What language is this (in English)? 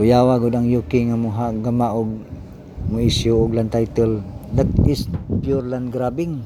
Cebuano